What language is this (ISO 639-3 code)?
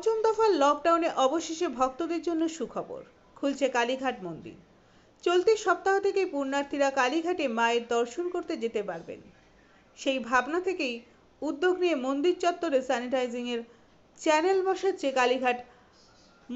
ben